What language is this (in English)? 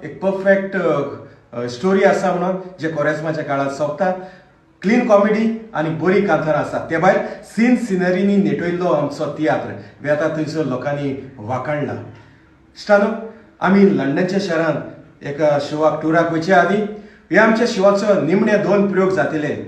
Konkani